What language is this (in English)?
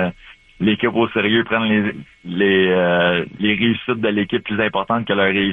French